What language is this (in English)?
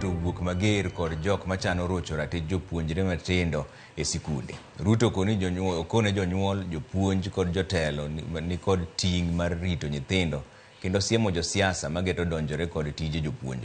Luo (Kenya and Tanzania)